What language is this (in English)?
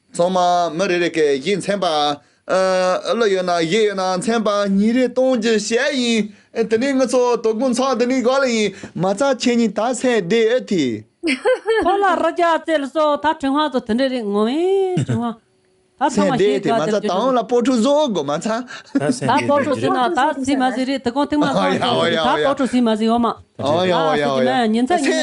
Tibetan